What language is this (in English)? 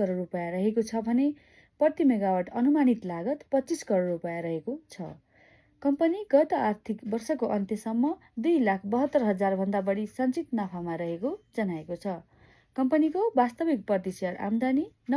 Nepali